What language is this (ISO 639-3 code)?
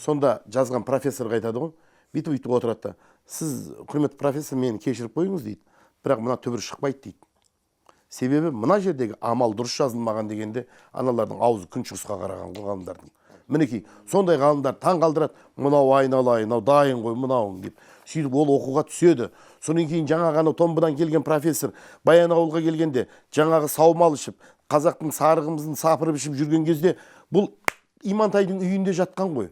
kaz